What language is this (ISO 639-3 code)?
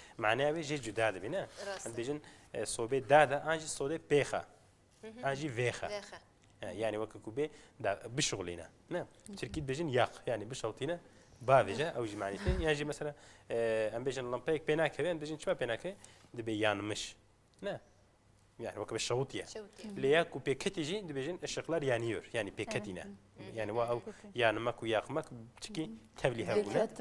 kur